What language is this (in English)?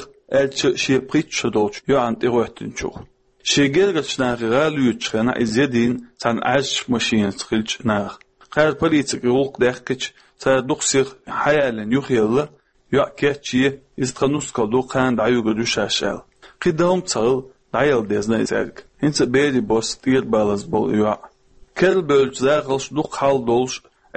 Chechen